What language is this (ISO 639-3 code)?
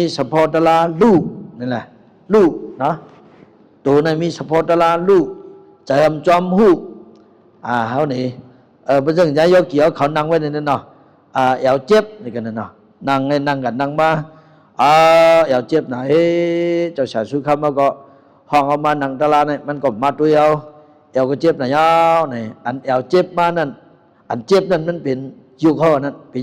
shn